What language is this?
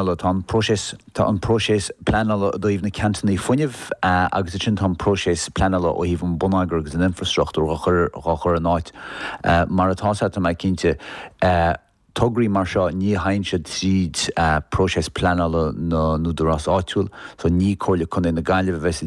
Irish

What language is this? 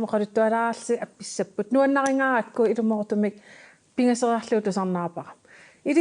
Kalaallisut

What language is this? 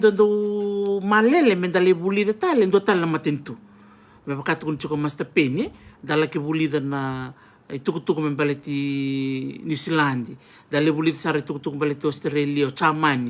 Fijian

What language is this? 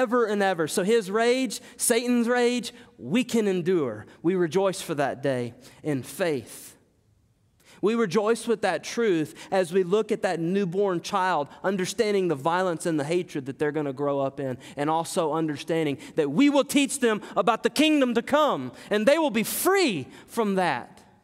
English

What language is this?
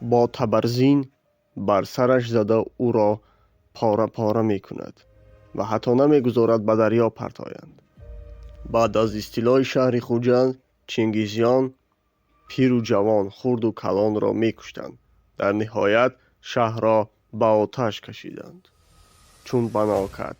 Tajik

